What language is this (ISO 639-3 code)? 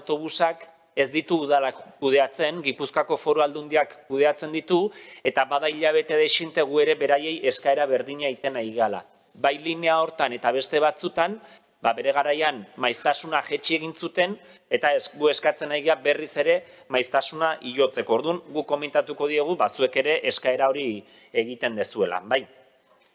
eus